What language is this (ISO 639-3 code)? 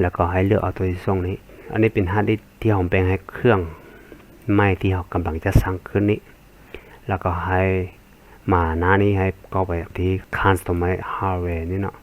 lao